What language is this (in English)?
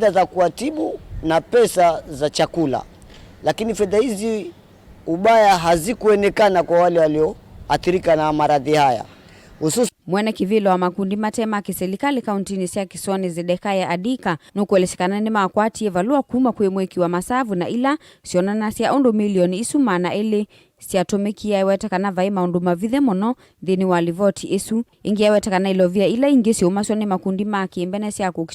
Kamba